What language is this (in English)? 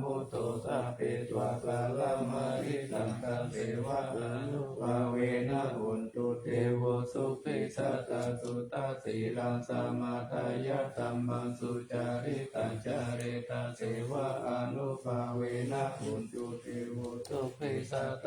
Pali